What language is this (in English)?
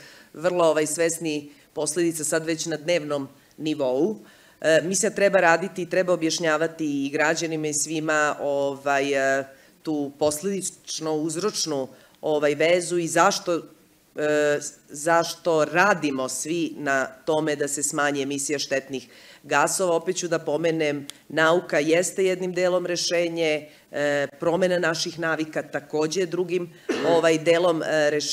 Serbian